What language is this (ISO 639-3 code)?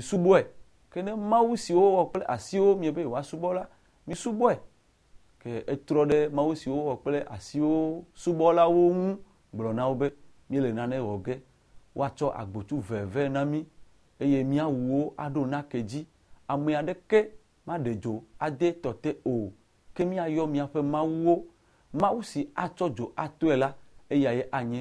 ewe